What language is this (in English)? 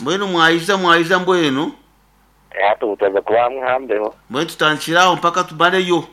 Nyankole